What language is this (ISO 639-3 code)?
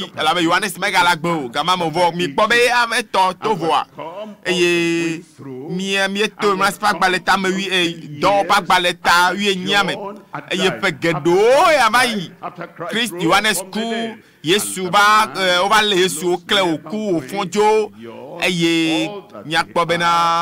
ewe